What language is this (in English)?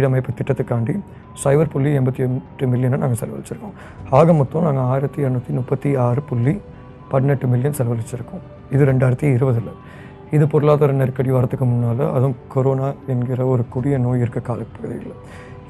Tamil